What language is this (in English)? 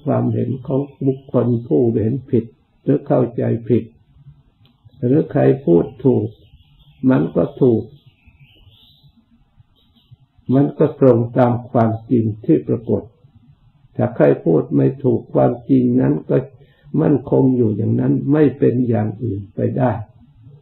Thai